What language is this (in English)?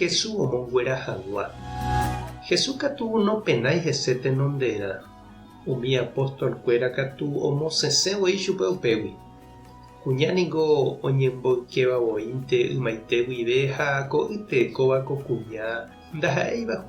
Guarani